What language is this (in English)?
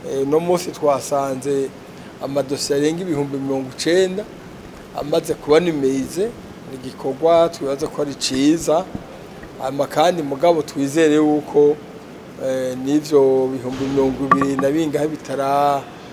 Rundi